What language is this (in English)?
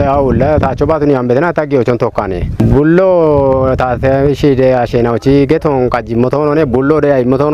Kafa